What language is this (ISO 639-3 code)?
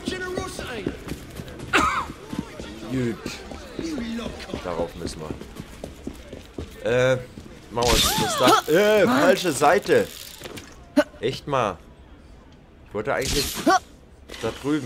deu